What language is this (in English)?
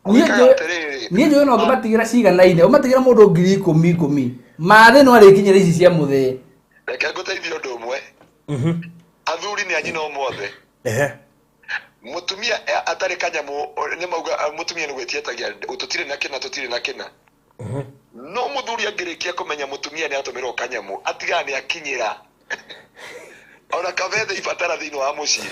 Kikuyu